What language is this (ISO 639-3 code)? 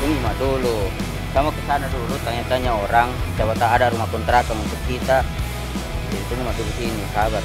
mfp